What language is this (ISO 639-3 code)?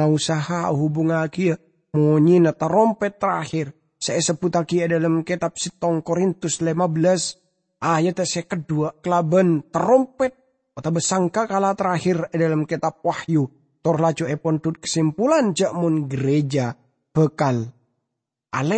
mad